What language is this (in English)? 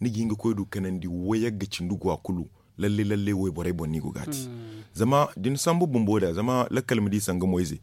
Zarma